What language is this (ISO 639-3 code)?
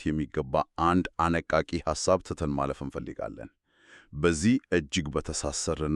amh